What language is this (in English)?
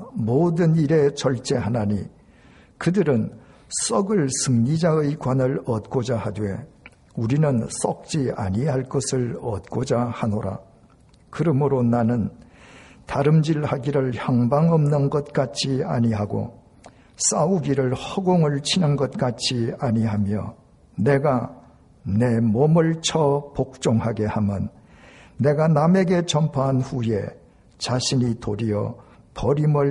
Korean